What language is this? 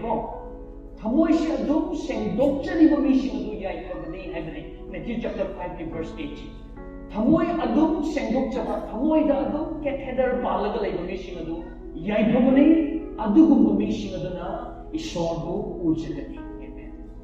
Manipuri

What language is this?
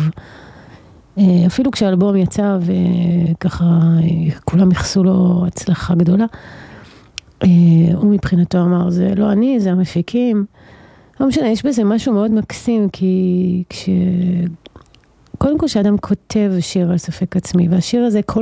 Hebrew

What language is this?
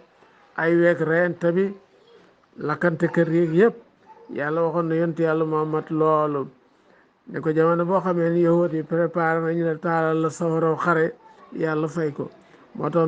Wolof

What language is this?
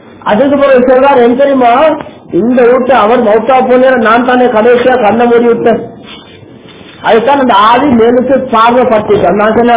Tamil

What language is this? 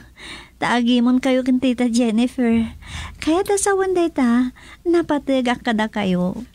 Iloko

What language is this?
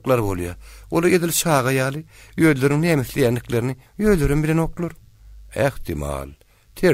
Turkmen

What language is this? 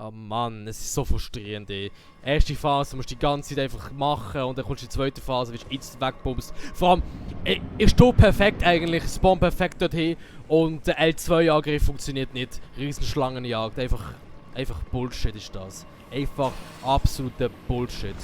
Swiss German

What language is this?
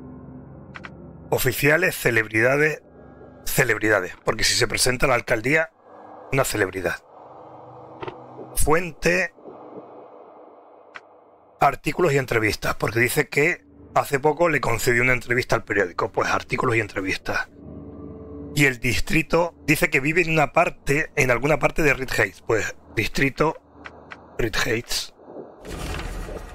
Spanish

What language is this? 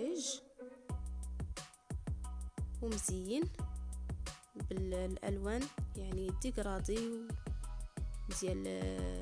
Moroccan Arabic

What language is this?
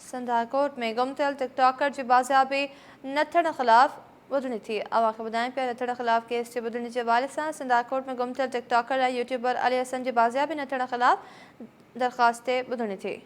Sindhi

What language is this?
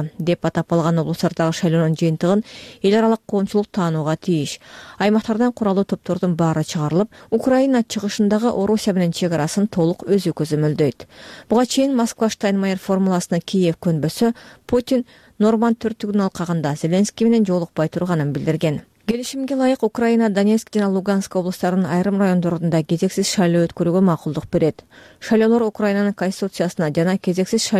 Kyrgyz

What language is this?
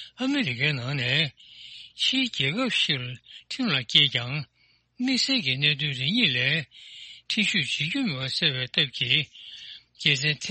Tibetan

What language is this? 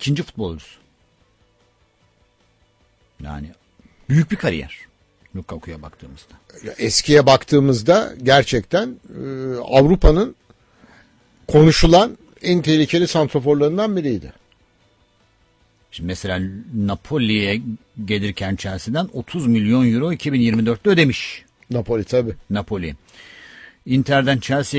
Turkish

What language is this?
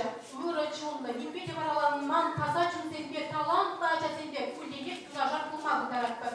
Chuvash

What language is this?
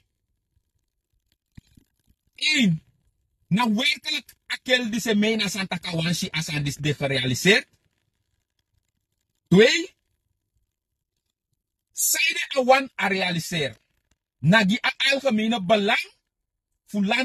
Dutch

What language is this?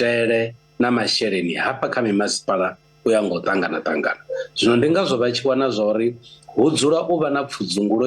Venda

